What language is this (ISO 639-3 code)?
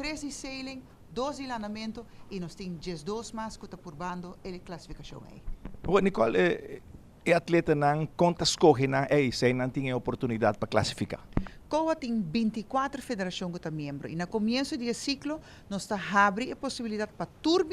pap